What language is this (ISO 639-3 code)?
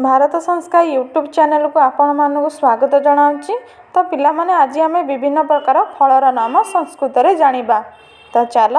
ori